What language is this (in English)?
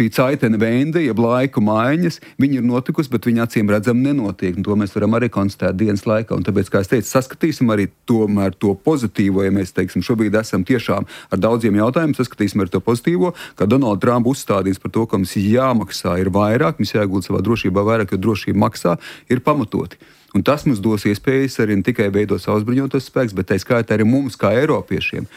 Latvian